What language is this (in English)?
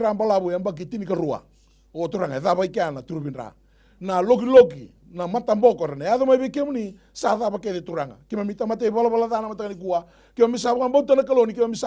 Fijian